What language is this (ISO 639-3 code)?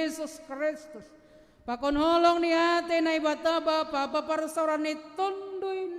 bts